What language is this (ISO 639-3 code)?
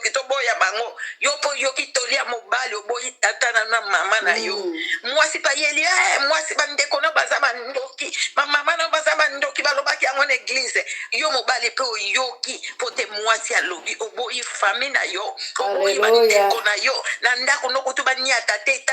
lin